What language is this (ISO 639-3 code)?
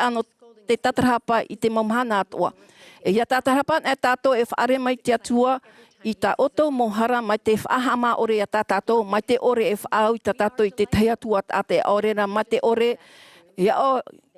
tah